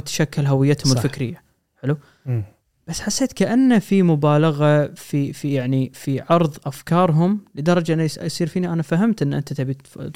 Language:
Gulf Arabic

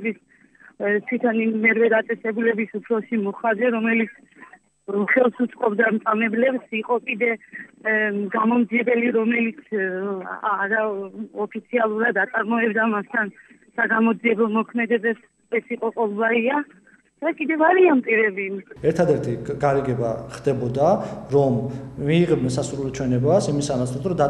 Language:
Georgian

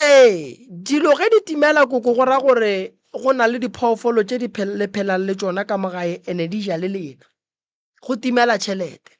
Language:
Northern Sotho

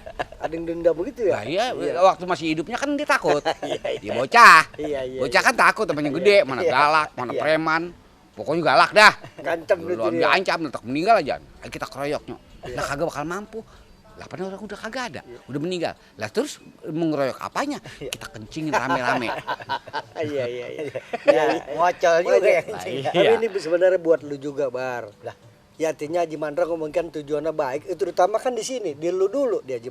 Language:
Betawi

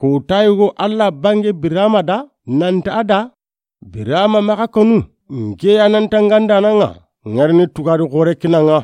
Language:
Soninke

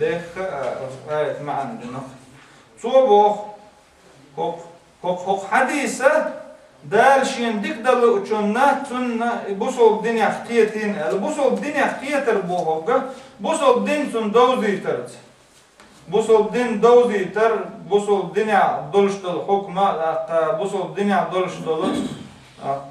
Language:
Chechen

